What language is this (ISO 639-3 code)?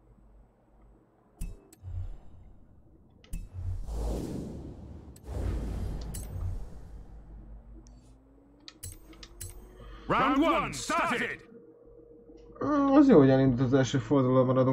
hun